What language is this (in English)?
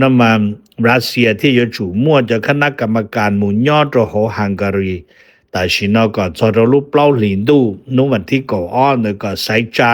Hmong